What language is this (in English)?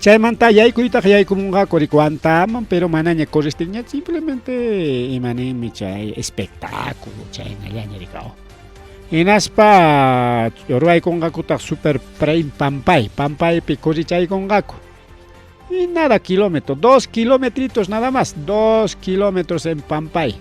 Ayacucho Quechua